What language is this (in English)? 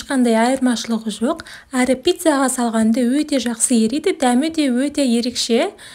Kazakh